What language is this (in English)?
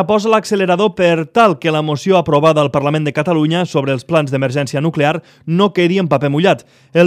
Catalan